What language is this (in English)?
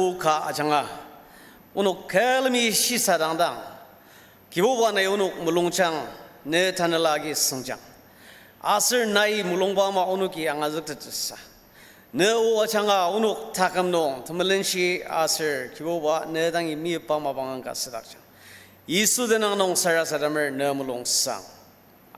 Ao Naga